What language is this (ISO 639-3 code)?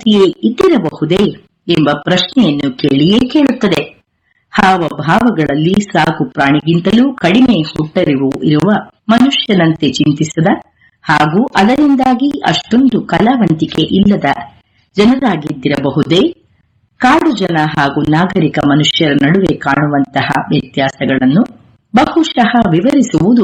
kan